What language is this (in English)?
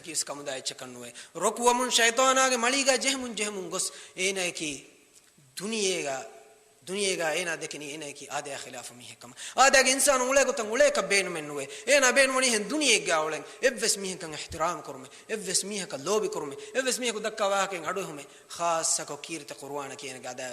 Divehi